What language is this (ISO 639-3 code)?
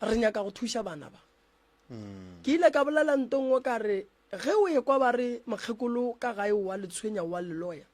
nso